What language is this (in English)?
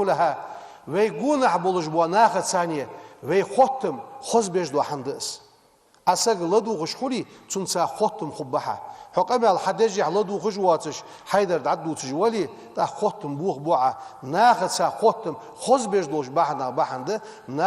Ingush